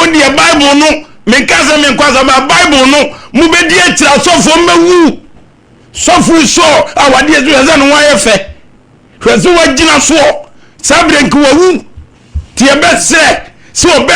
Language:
Akan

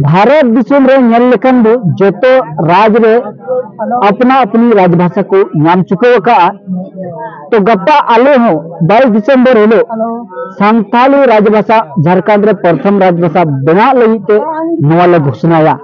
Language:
Santali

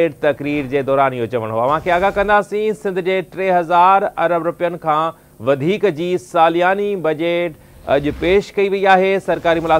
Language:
Sindhi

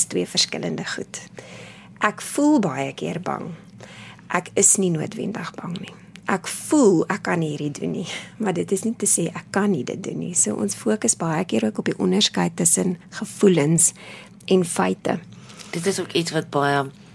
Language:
Afrikaans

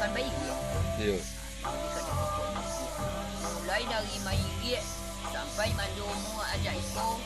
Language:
Minangkabau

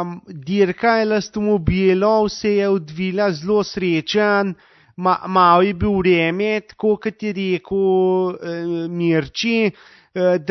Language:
Slovenian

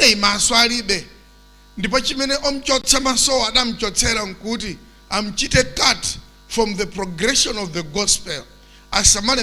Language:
Nyanja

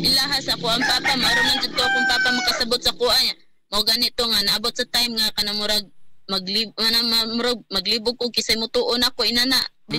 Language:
Cebuano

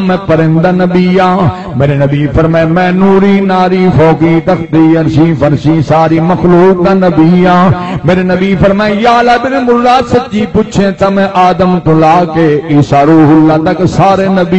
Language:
Saraiki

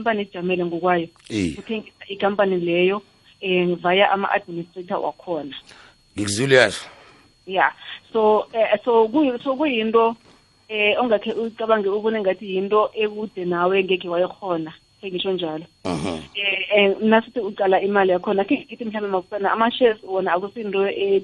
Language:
South Ndebele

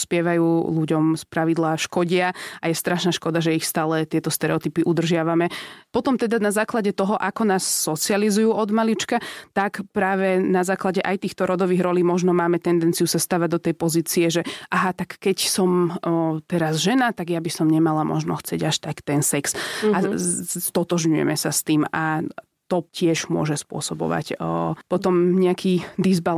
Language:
Slovak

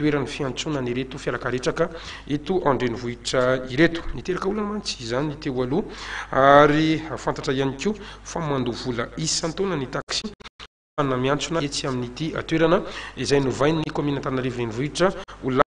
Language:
Malagasy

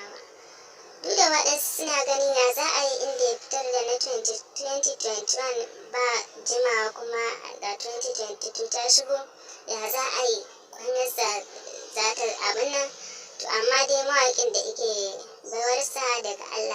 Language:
Hausa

